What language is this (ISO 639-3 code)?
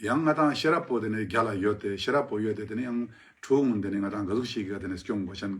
lbj